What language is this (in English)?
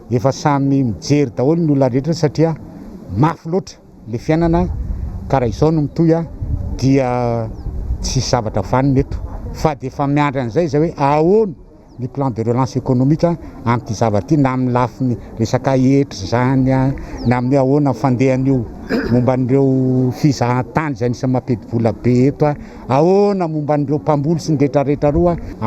Malagasy